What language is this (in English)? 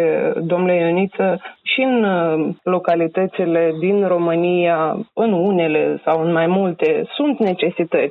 Romanian